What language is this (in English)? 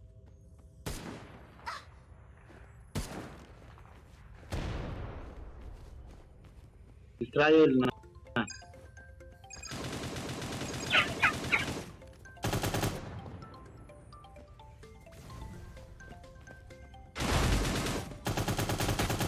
Portuguese